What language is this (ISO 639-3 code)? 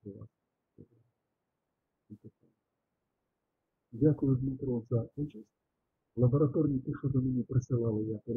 ukr